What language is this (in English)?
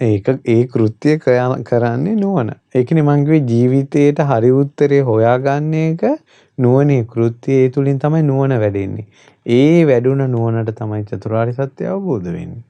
Sinhala